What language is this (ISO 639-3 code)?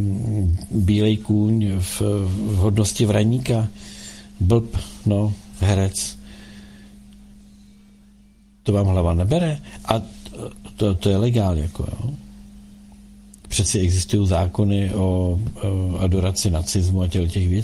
ces